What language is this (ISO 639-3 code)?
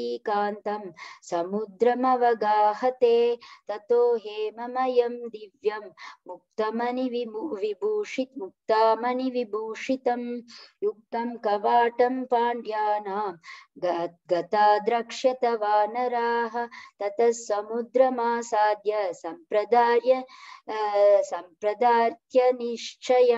san